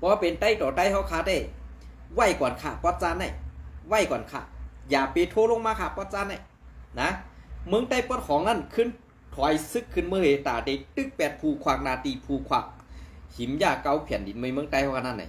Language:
Shan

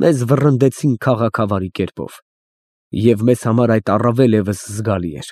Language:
Armenian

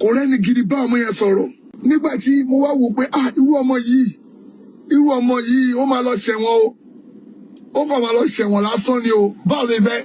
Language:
Yoruba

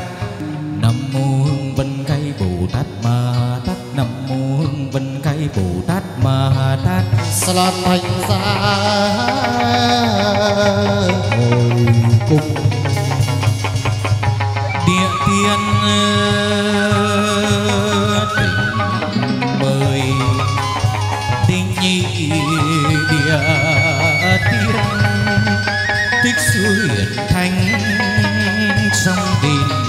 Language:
Vietnamese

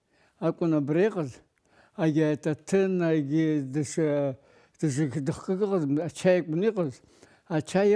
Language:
Abkhazian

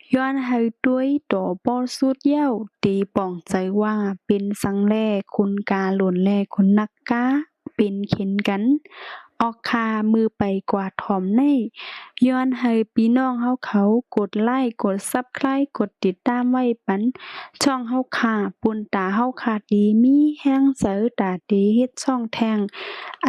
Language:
Shan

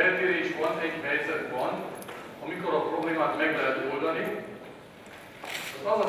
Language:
Hungarian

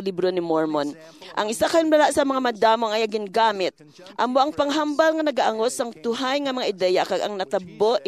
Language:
Hiligaynon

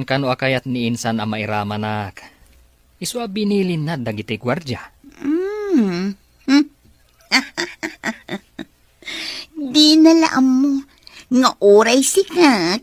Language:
Iloko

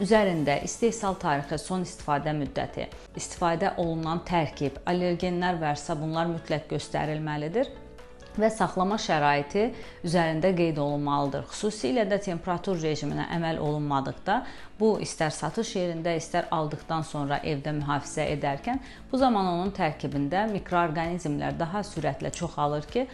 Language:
Azerbaijani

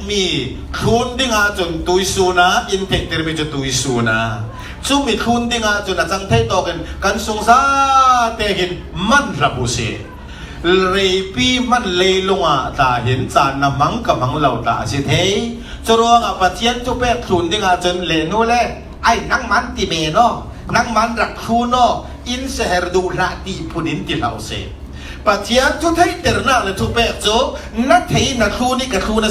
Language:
Falam Chin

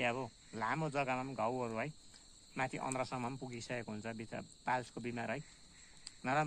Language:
Nepali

